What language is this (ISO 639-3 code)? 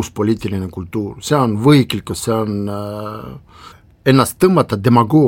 est